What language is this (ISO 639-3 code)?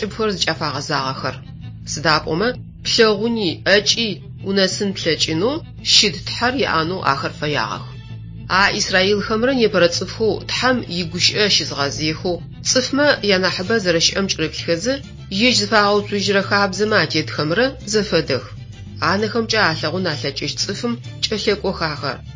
ady